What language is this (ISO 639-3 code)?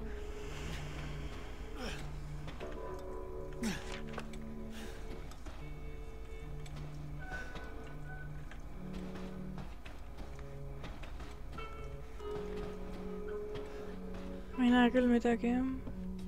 est